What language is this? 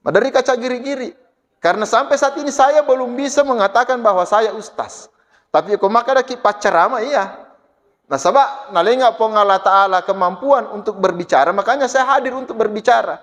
Buginese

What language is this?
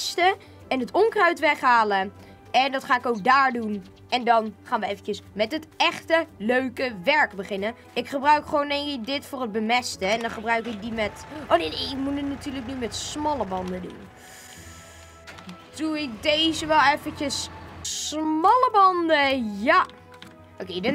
Dutch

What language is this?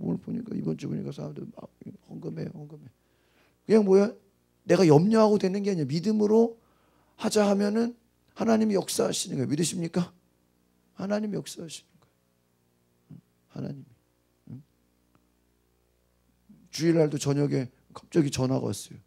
Korean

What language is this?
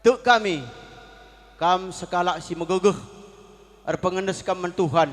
Batak Karo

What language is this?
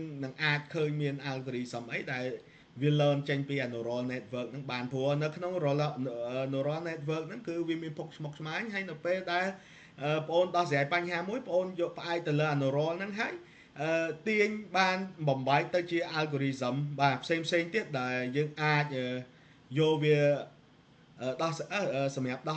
Khmer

